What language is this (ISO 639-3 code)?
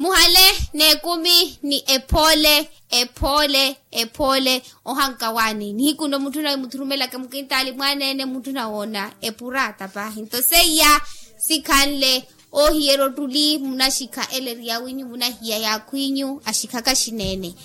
vmw